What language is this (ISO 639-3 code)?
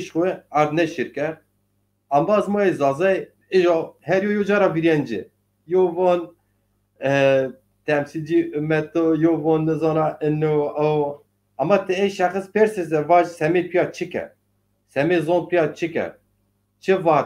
zza